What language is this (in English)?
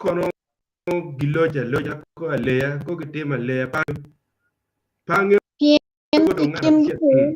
Acoli